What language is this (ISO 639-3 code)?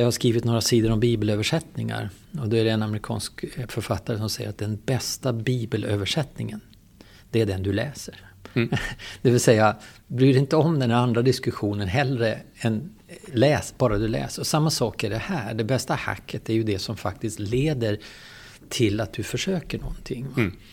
swe